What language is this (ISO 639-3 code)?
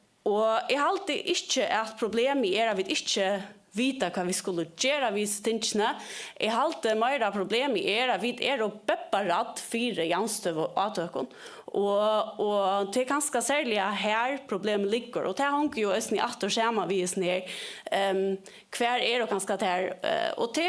fao